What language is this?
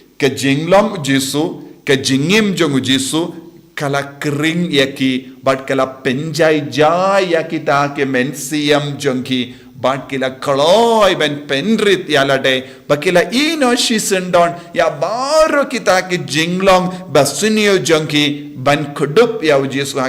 Khasi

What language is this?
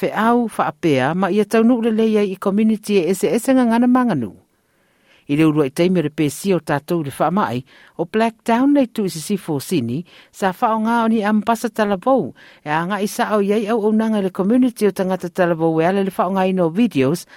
Samoan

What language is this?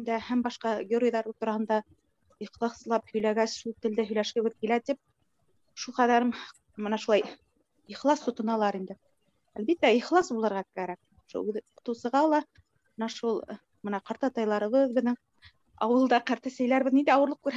Bashkir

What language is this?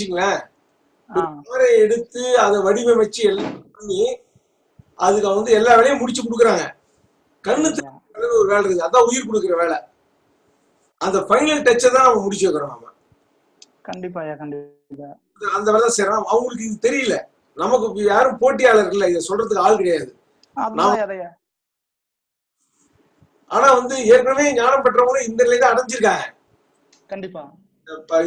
Tamil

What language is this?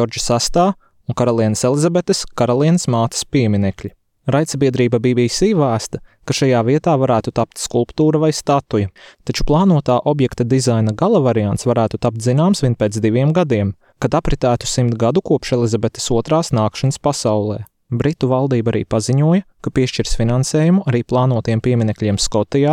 Latvian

